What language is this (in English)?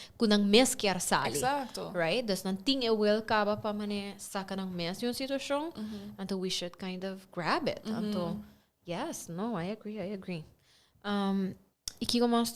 Papiamento